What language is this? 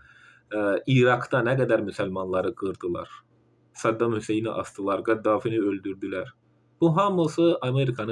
Azerbaijani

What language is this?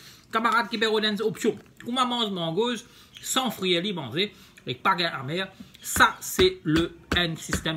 Morisyen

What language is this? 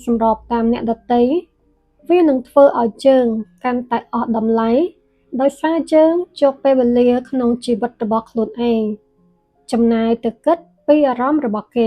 Khmer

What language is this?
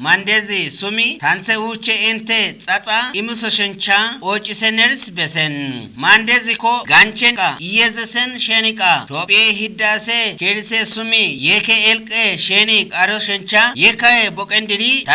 Kafa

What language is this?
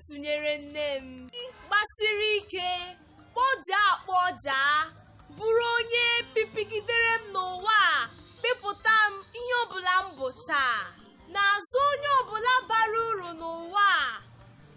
Igbo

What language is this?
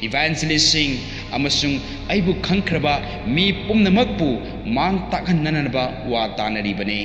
Manipuri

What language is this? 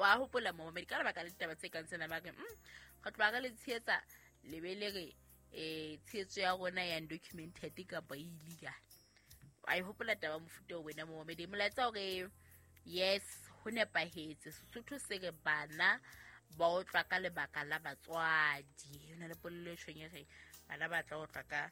Southern Sotho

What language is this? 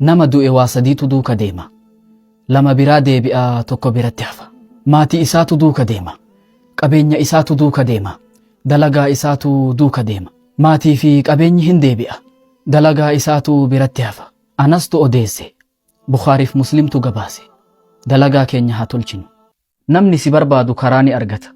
Oromo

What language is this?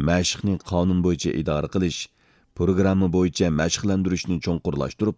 Uyghur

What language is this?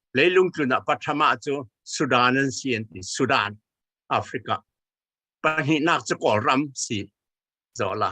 Falam Chin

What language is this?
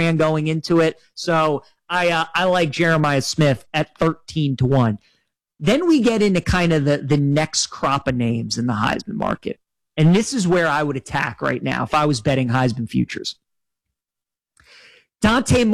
English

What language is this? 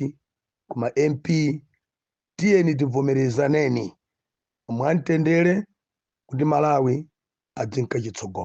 Nyanja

